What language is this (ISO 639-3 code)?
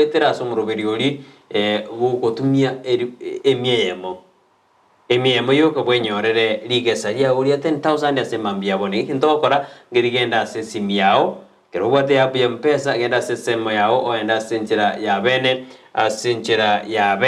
guz